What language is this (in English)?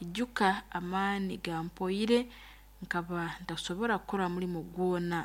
Nyoro